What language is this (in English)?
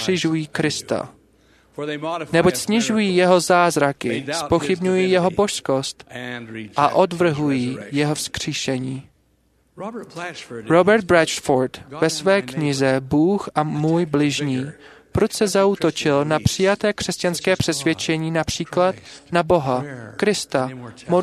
Czech